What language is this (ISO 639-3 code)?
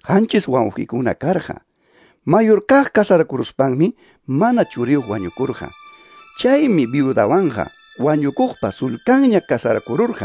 que